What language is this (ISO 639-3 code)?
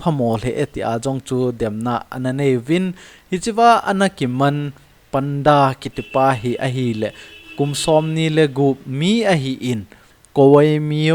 tcz